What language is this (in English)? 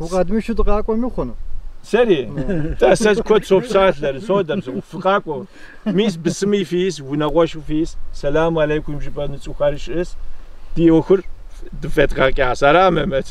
Kabardian